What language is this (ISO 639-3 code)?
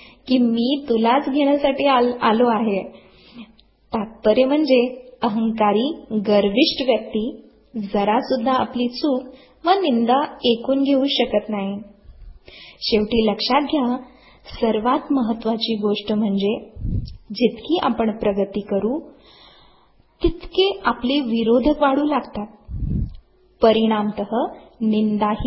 mar